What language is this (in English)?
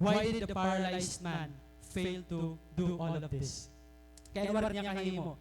Waray